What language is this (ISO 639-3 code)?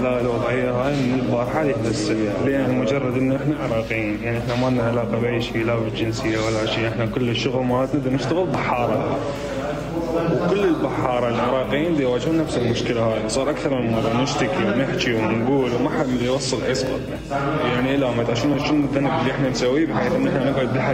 acm